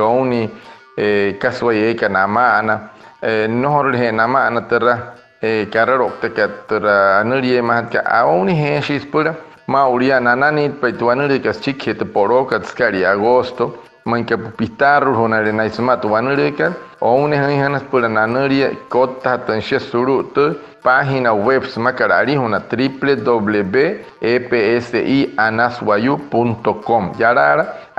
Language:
Wayuu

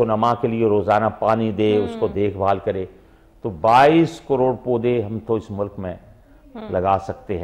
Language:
Urdu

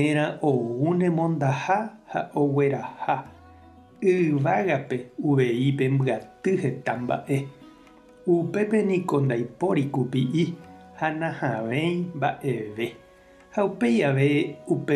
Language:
Guarani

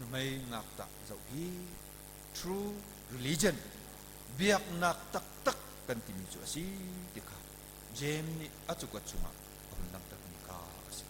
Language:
Hakha Chin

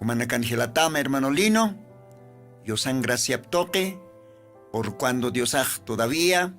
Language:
Aymara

